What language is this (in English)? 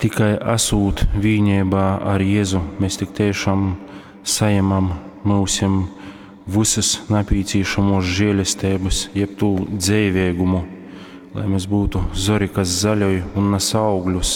Latgalian